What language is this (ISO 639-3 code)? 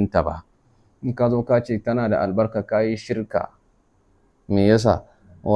hau